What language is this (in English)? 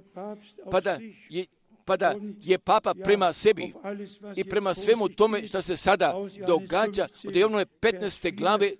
Croatian